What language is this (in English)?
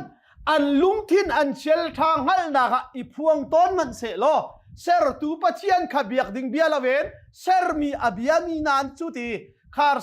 Hakha Chin